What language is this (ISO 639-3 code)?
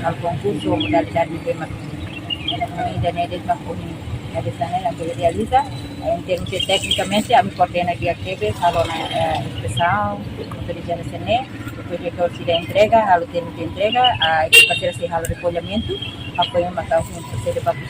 tet